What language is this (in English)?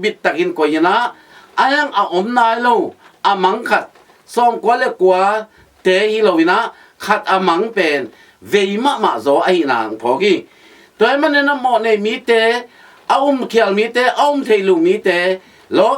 Tedim Chin